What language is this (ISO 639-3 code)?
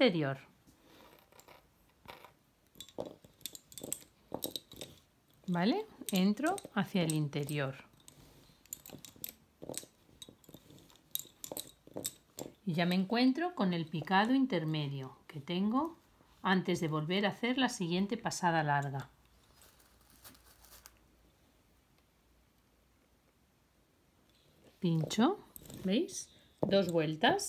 spa